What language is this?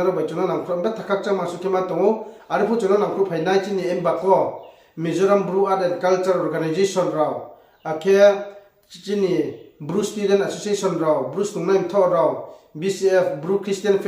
Riang (India)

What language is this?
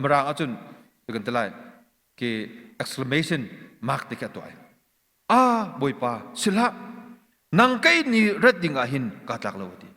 Hakha Chin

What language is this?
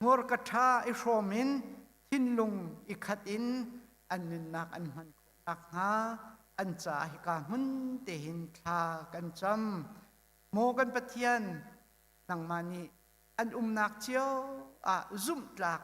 Hakha Chin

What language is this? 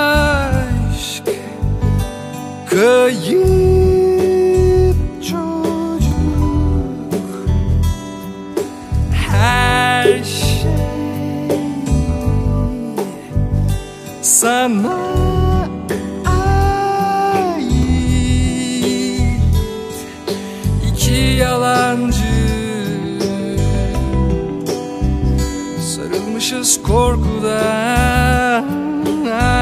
Turkish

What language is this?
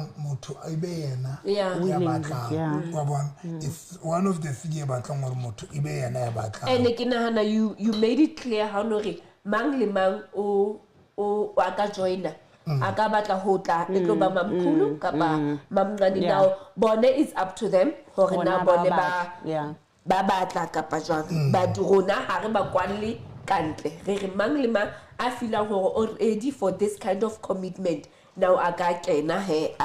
Southern Sotho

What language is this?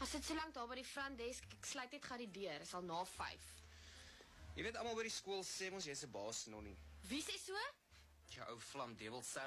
Afrikaans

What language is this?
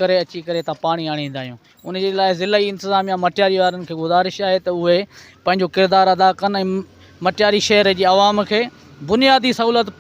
Sindhi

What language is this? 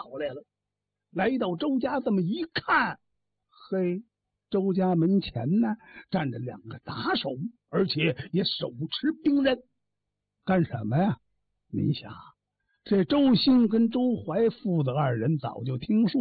Chinese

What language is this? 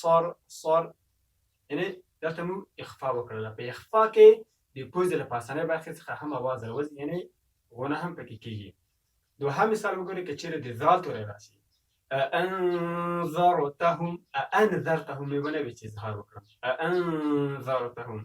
Pashto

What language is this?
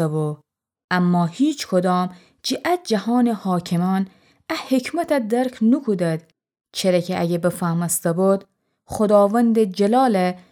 Gilaki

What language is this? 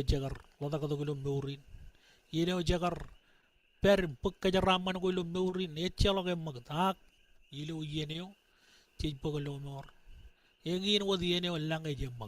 Marshallese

